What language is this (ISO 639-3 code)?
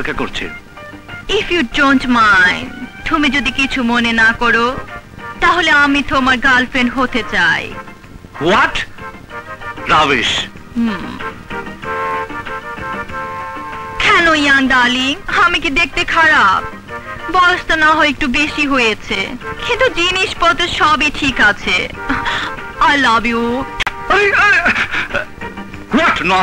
ben